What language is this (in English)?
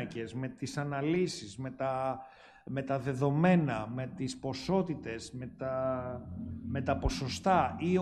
Greek